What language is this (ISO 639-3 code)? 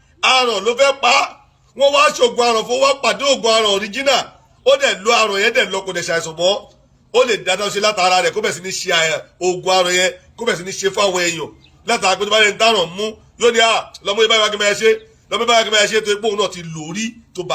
yor